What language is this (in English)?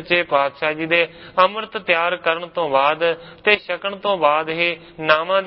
Punjabi